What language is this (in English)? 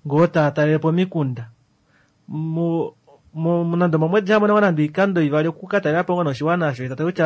Kuanyama